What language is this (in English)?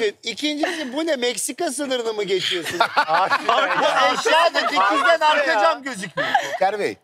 Turkish